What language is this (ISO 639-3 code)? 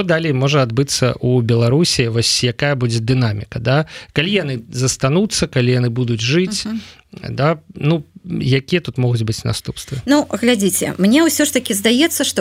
bel